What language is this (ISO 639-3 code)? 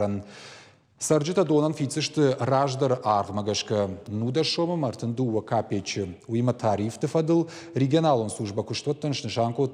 oss